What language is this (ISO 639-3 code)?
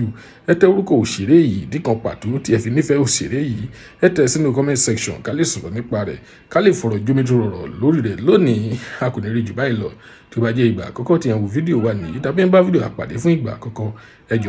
yor